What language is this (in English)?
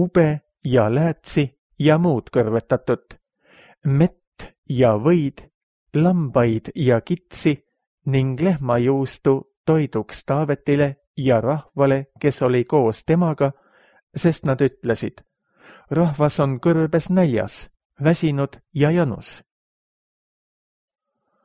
Estonian